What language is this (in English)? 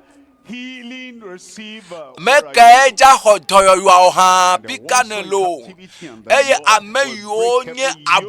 Ewe